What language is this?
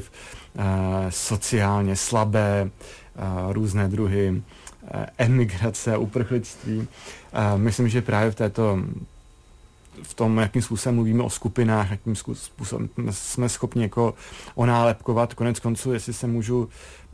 Czech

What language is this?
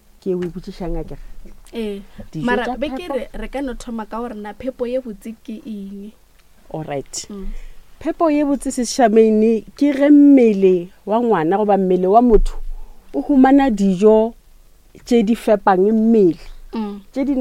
Northern Sotho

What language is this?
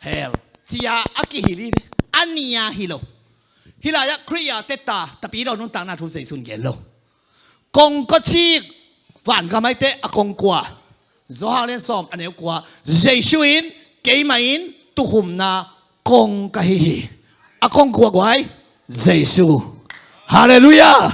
Tedim Chin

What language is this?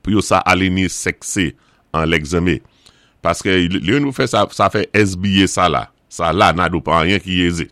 Saint Lucian Creole French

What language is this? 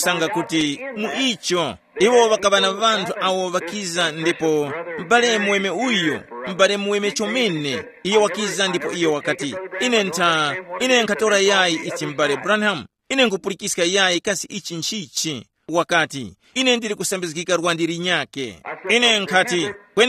Tumbuka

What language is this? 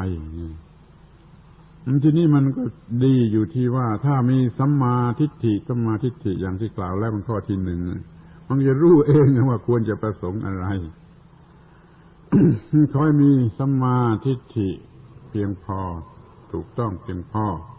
Thai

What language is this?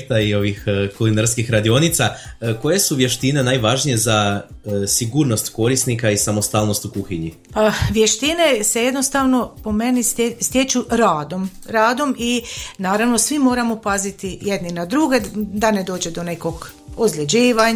Croatian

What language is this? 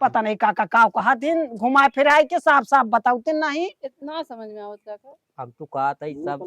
Awadhi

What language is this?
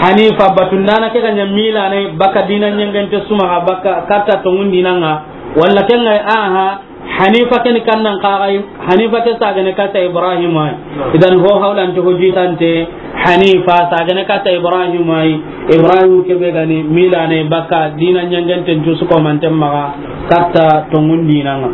Soninke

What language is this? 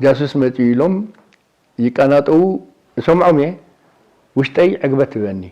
Tigrinya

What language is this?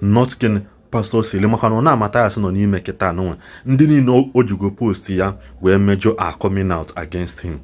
Igbo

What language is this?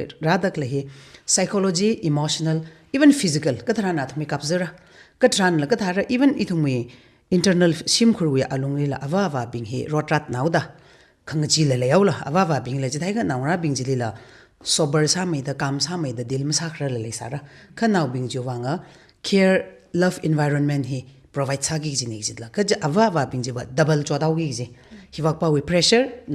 Tangkhul Naga (India)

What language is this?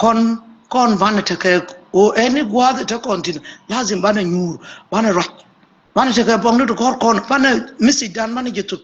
Nuer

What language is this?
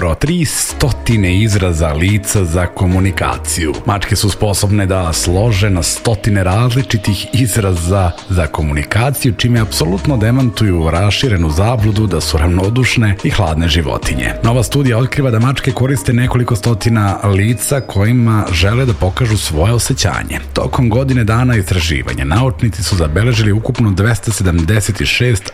Serbian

